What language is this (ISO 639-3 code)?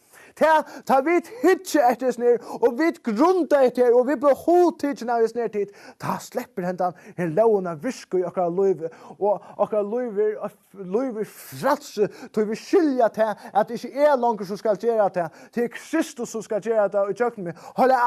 fao